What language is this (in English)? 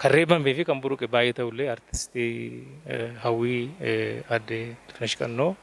Oromo